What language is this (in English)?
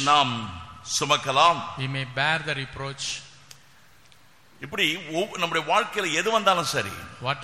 Tamil